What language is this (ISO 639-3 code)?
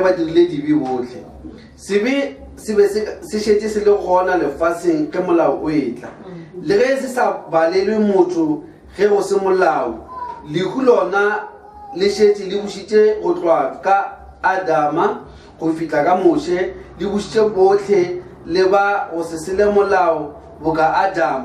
nso